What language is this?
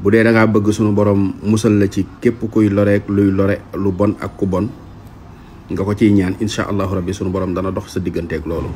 Wolof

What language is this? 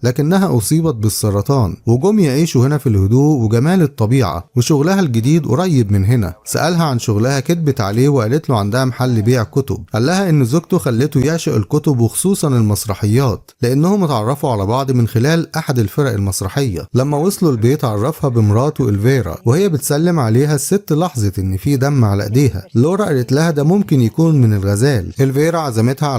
Egyptian Arabic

